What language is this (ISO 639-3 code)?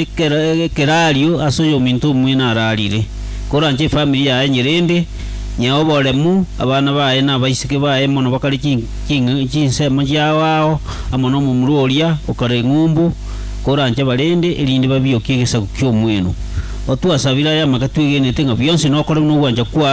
guz